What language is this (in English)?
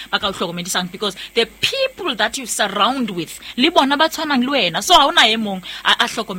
Southern Sotho